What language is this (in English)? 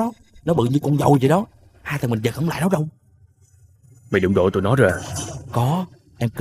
Vietnamese